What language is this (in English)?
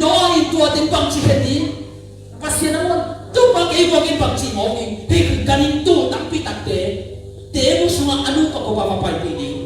Tedim Chin